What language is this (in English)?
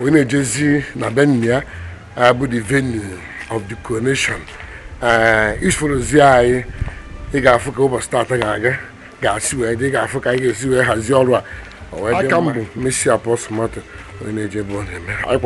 Igbo